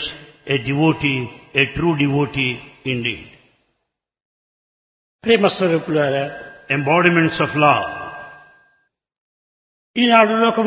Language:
Telugu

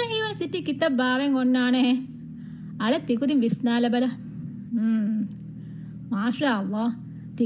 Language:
Divehi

